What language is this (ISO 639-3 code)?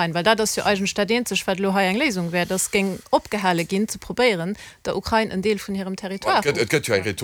ltz